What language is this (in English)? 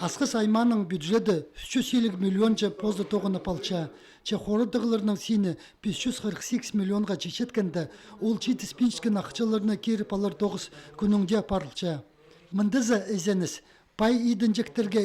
Khakas